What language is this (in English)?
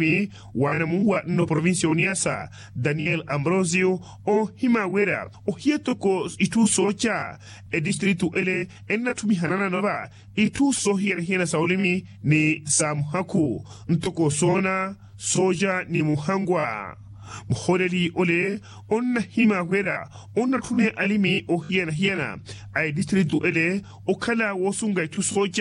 Makhuwa